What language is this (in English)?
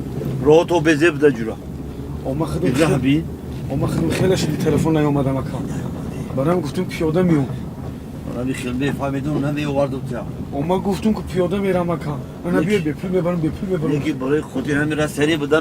Tajik